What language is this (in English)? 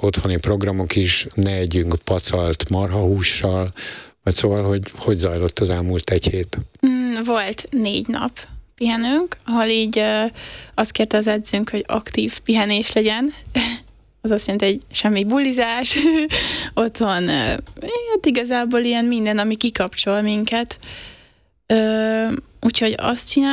Hungarian